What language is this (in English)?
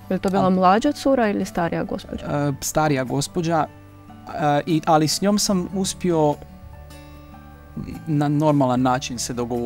Croatian